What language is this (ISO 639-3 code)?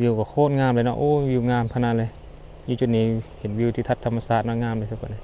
lao